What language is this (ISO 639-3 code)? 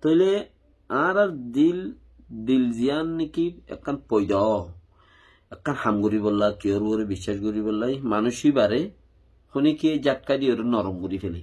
rhg